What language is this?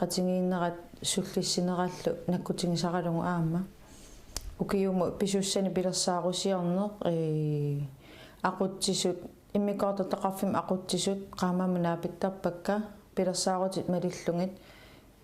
Kalaallisut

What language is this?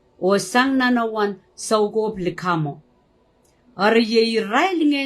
Pohnpeian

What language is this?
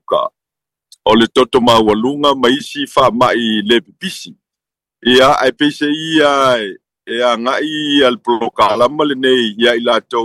Samoan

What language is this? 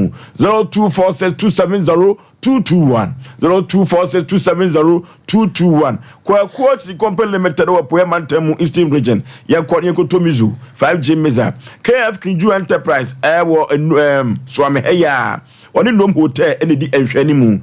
Akan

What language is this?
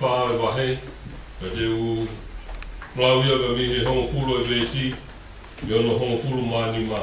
Tongan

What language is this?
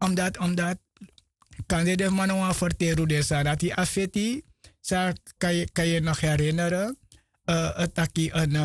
Sranan Tongo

